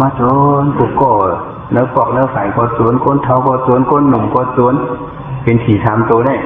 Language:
Shan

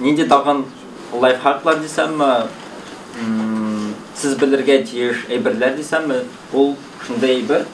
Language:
Tatar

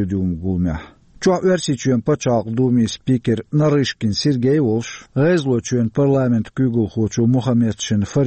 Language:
Chechen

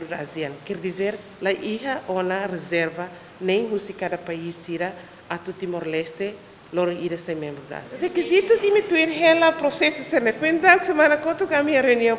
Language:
Tetum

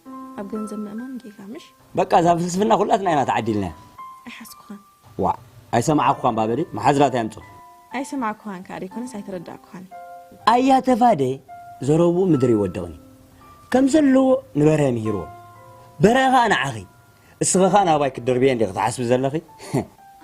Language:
Tigrinya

